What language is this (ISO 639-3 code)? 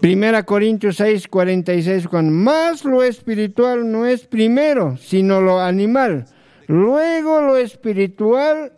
aym